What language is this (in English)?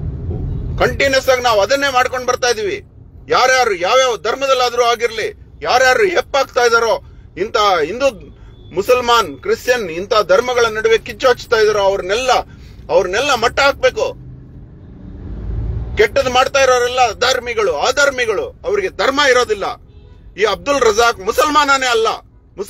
Kannada